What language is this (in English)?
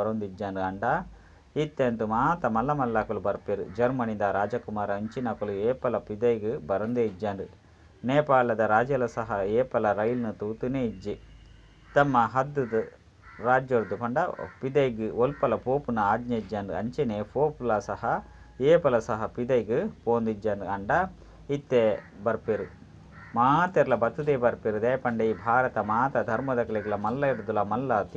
Tulu